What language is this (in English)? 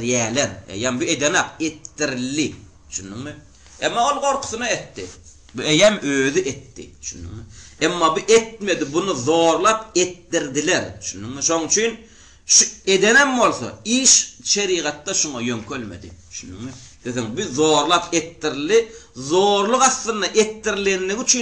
Turkmen